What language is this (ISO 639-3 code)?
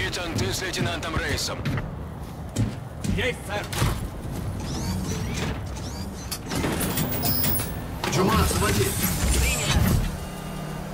rus